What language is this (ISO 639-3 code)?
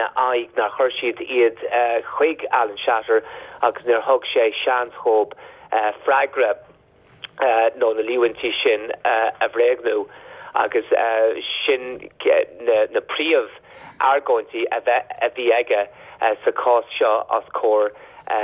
gle